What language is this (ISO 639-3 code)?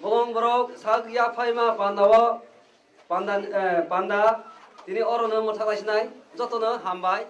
trp